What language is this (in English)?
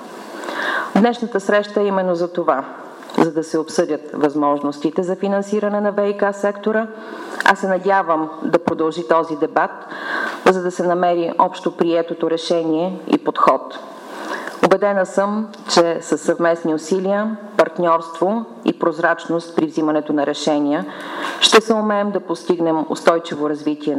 Bulgarian